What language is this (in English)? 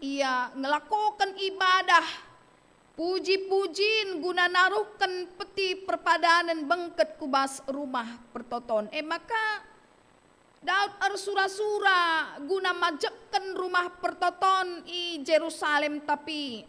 Batak Karo